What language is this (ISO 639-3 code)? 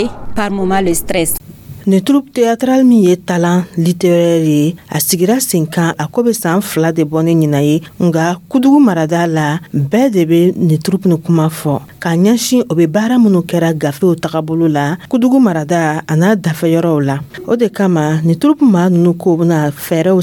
dyu